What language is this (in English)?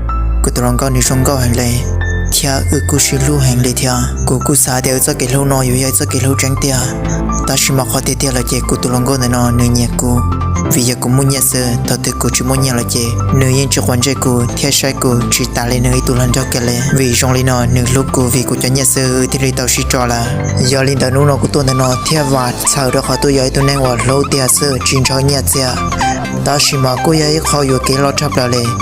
Hmong